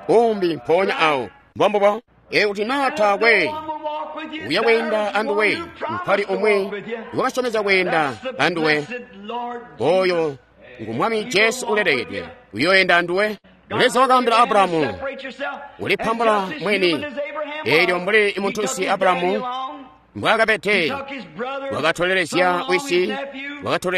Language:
Tonga (Zambia)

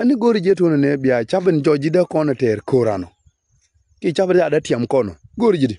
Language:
Nuer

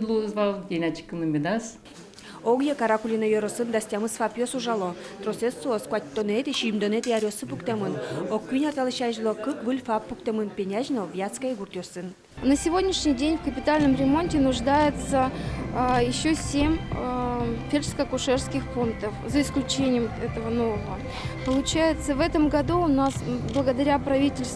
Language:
Udmurt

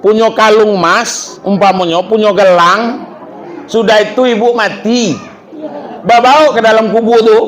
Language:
Minangkabau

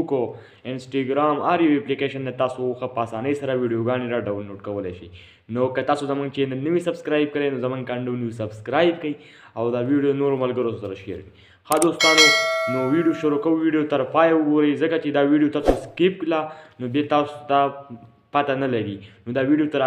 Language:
Pashto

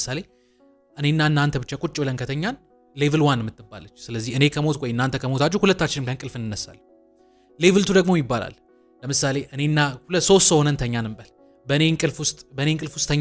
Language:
Amharic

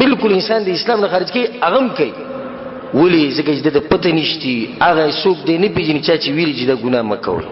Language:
Pashto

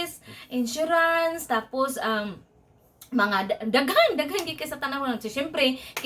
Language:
Cebuano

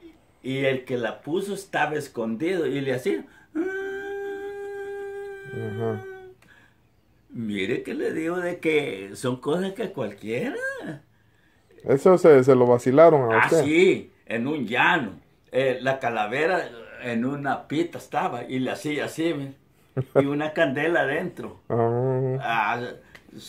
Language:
Spanish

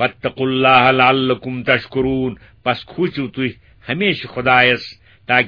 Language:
Kashmiri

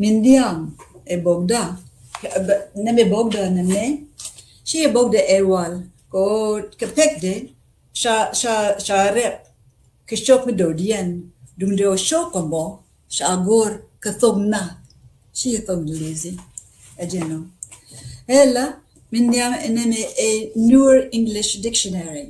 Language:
Nuer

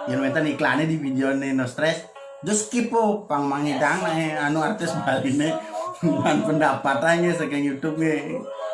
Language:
Balinese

